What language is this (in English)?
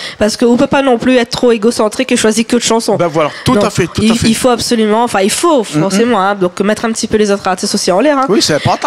Réunion Creole French